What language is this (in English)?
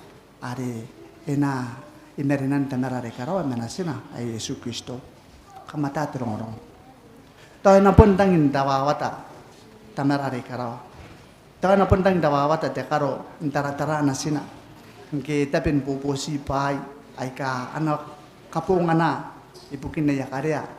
Gilbertese